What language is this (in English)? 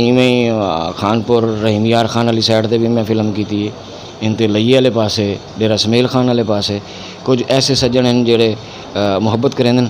Saraiki